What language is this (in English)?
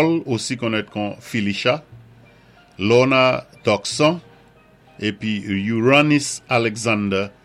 Saint Lucian Creole French